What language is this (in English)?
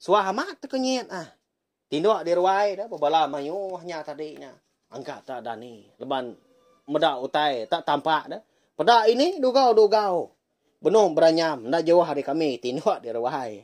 Iban